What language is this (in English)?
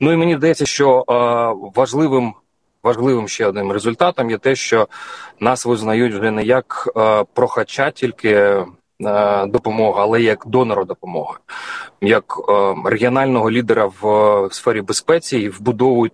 Ukrainian